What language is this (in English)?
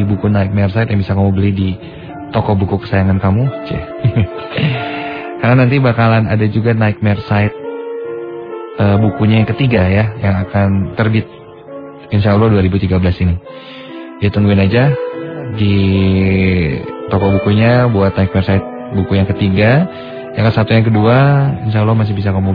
Indonesian